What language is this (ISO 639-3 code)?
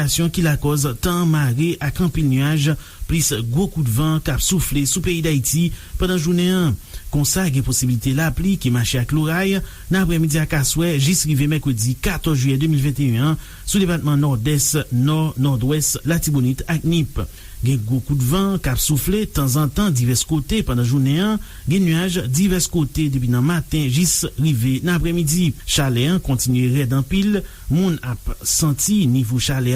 hat